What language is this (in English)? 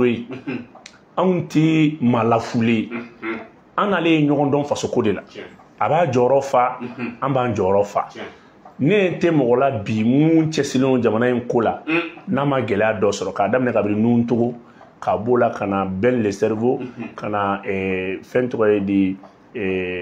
Bambara